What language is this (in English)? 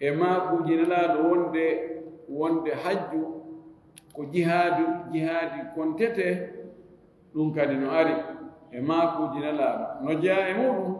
Fula